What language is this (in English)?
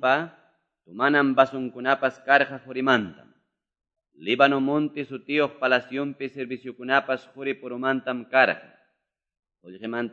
Quechua